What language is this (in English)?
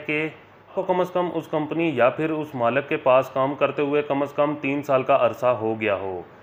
Hindi